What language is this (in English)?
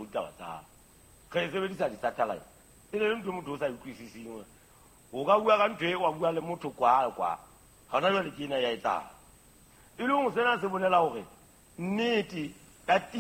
Southern Sotho